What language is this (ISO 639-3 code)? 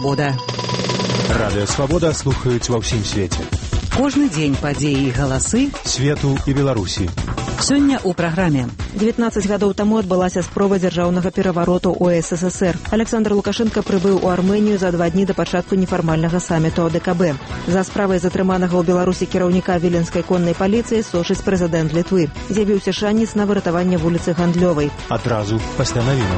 bel